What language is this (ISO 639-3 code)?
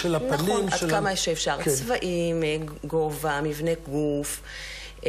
heb